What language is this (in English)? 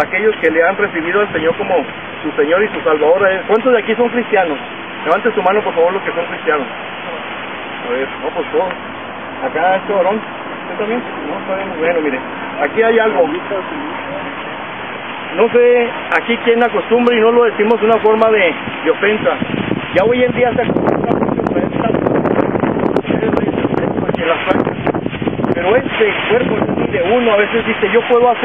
Spanish